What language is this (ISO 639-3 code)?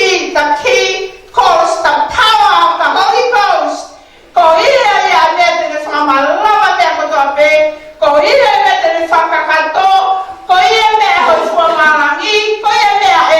ton